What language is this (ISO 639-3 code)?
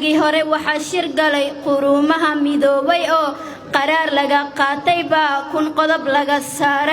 som